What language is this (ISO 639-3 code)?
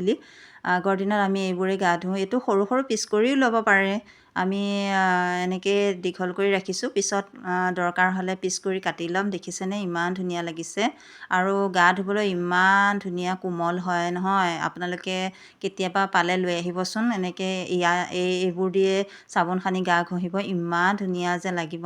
asm